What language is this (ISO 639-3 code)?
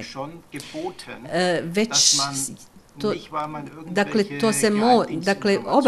bos